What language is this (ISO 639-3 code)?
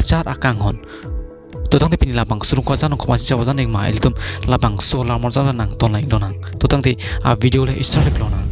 mjw